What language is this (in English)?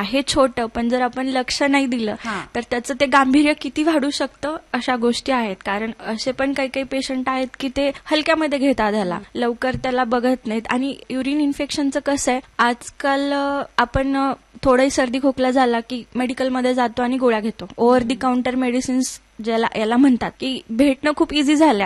Marathi